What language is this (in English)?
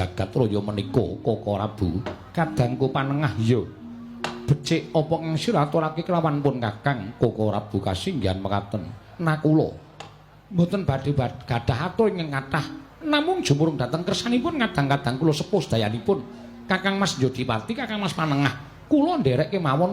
Javanese